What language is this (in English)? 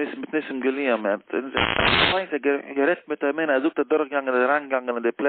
Yiddish